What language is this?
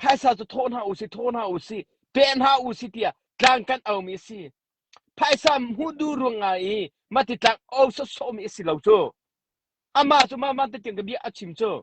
Hakha Chin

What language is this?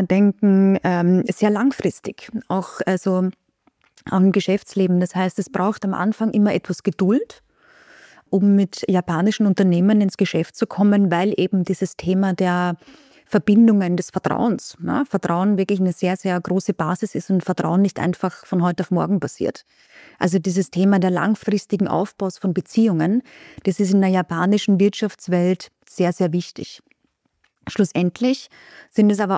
German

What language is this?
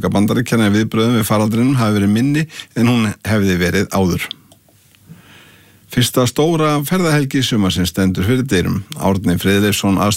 Icelandic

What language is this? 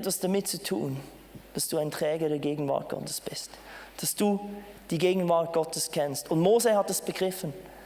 Swiss German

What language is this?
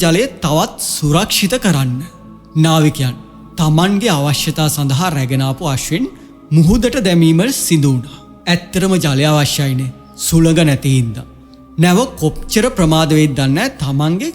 Sinhala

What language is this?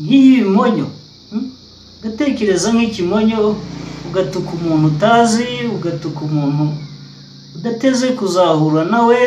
Kinyarwanda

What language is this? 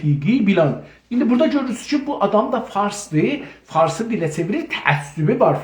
South Azerbaijani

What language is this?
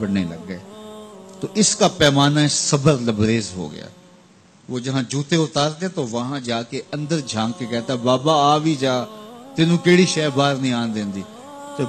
Urdu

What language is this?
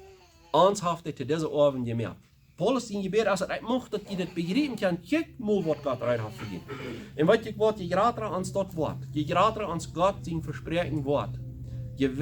Plautdietsch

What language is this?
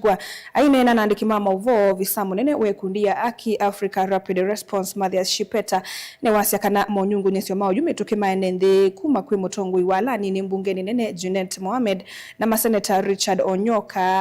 Kamba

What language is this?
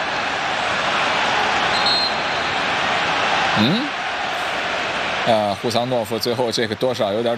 Chinese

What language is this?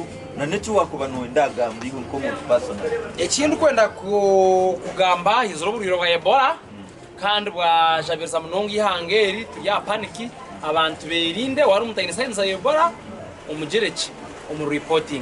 Nyankole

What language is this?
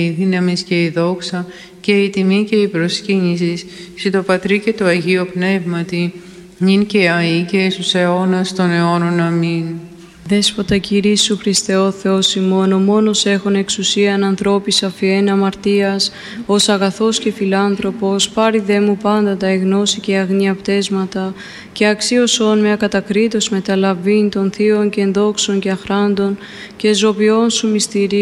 Greek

